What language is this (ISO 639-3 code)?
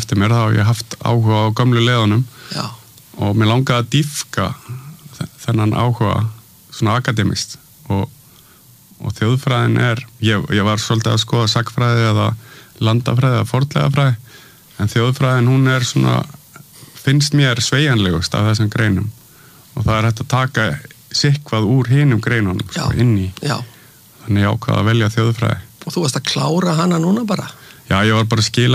isl